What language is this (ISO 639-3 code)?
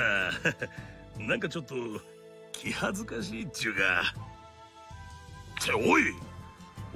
jpn